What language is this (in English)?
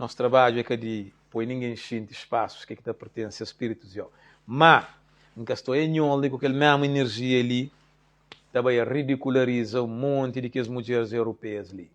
Kabuverdianu